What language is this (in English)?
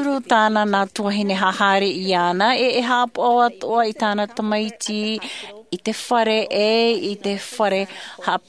Tahitian